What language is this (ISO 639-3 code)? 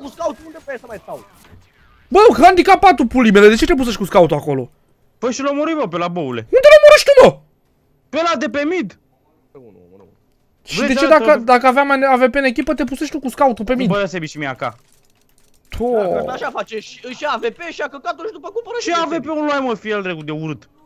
ron